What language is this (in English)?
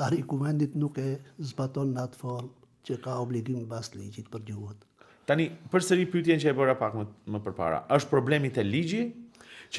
Albanian